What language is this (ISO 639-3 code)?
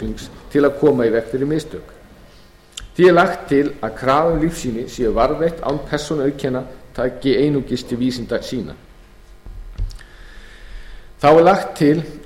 isl